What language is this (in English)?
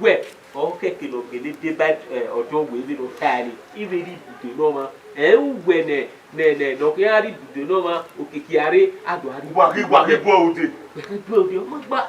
Bini